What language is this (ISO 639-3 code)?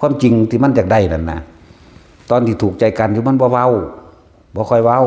tts